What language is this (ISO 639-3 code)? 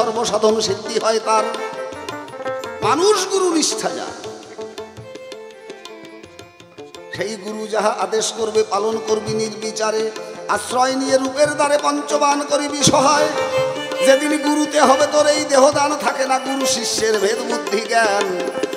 ben